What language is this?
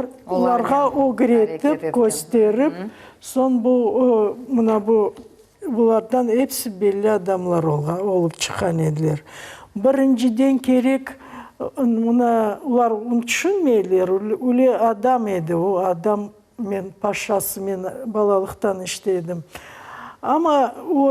Crimean Tatar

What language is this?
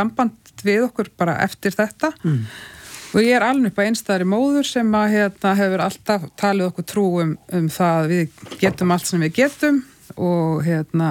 Icelandic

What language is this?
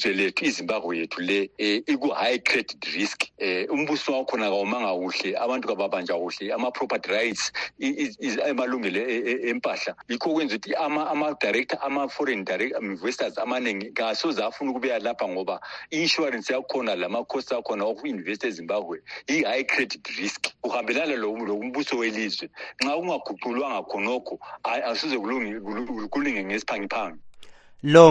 North Ndebele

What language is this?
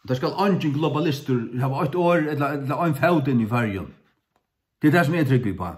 Faroese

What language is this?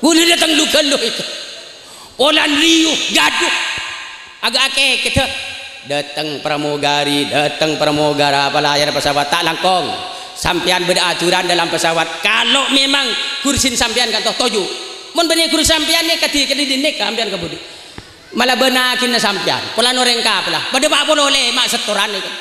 Madurese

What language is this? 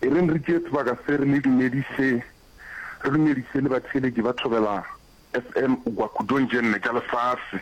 Northern Sotho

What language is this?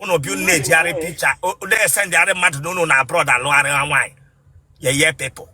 Igbo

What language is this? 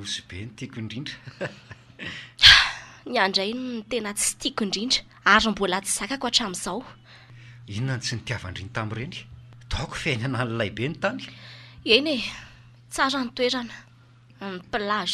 Malagasy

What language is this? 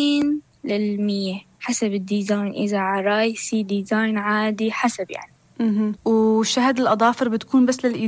North Levantine Arabic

